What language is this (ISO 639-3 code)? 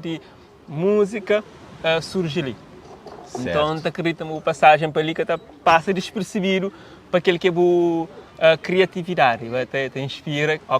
kea